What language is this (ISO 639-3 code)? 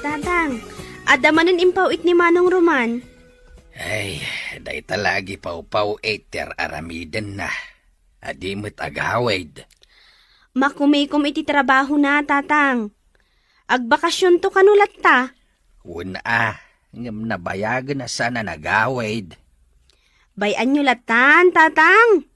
ilo